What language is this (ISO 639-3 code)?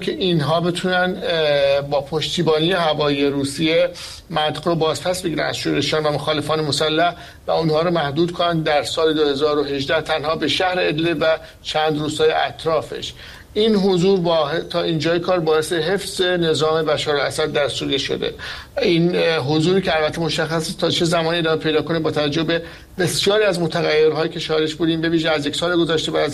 fas